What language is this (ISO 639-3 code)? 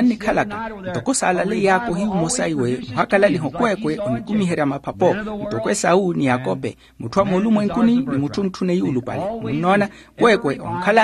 vmw